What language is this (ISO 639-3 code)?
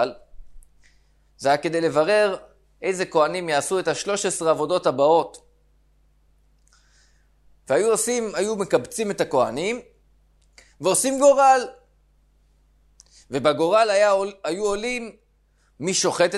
heb